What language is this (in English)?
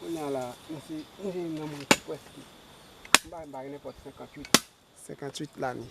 Haitian Creole